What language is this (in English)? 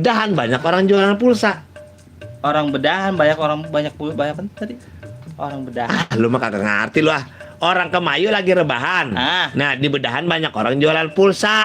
Betawi